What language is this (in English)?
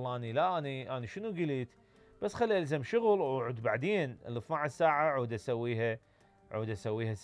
Mesopotamian Arabic